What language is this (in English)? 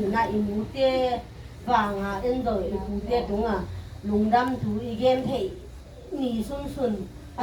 Tedim Chin